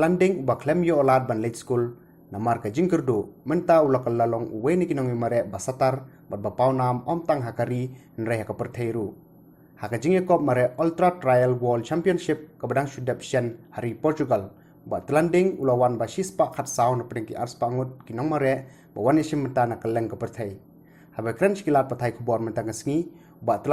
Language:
Khasi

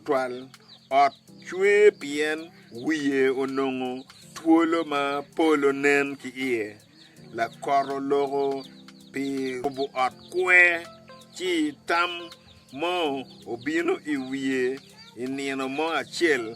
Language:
Acoli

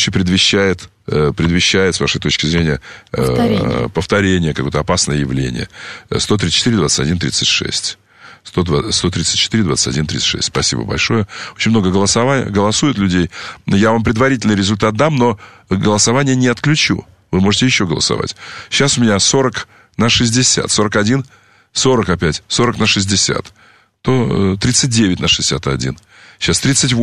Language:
Russian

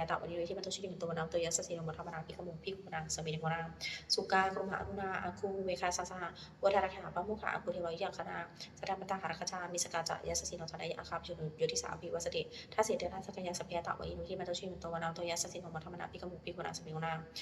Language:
Pali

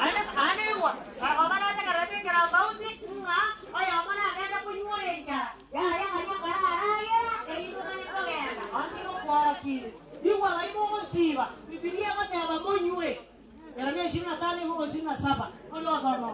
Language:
Gusii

